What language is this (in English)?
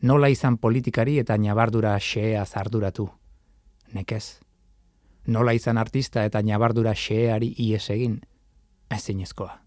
Basque